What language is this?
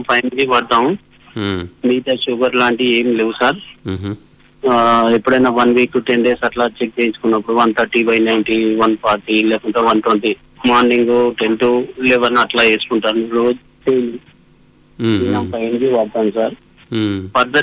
Telugu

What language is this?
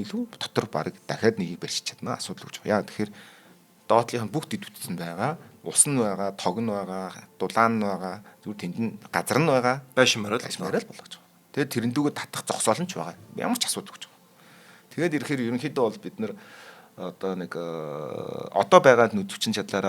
Mongolian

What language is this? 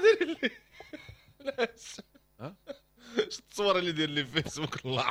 Moroccan Arabic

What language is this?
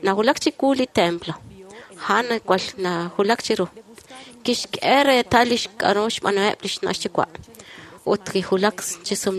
Kekchí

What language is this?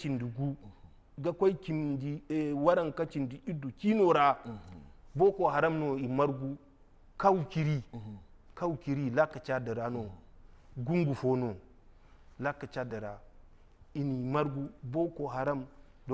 Zarma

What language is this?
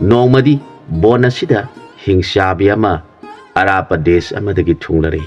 Manipuri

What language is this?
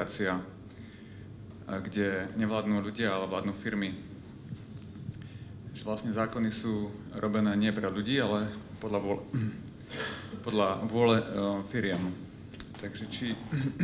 Slovak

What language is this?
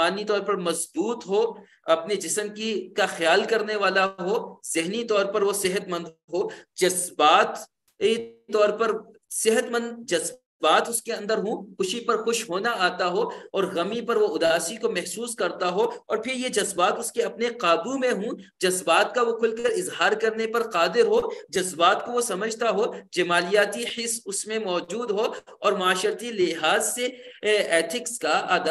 Urdu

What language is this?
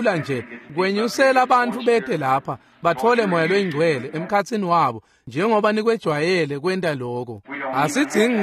Swati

